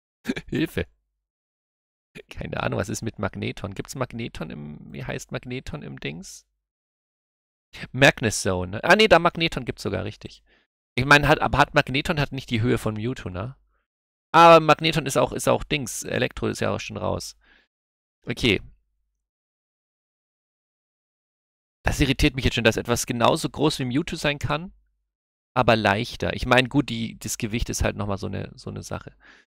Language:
German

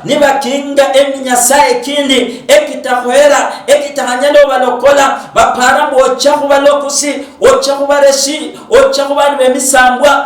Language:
Luyia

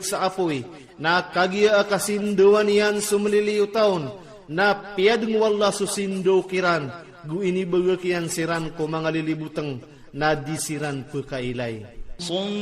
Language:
Maranao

